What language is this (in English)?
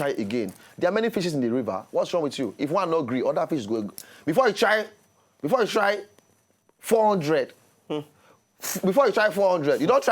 Nigerian Pidgin